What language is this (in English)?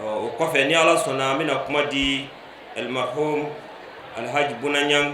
Bambara